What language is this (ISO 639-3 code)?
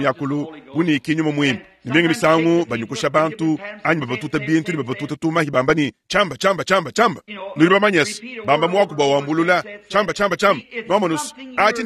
lua